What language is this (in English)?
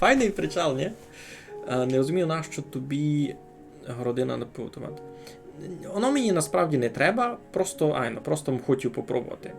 Rusyn